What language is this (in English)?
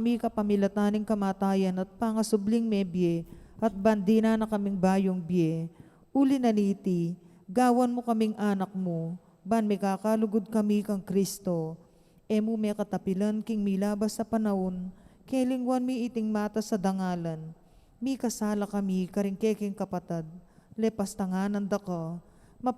Pampanga